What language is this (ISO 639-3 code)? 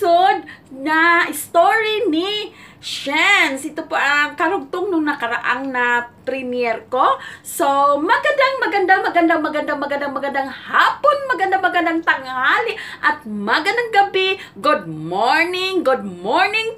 fil